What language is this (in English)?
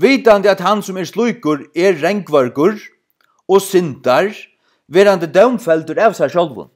Faroese